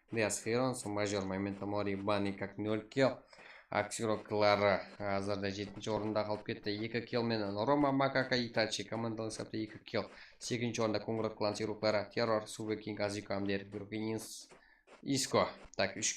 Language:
Kara-Kalpak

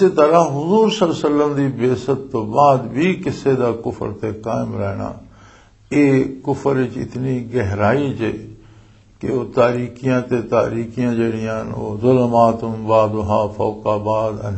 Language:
Western Panjabi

